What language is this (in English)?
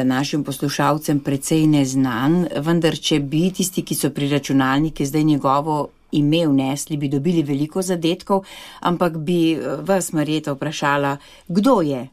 Slovenian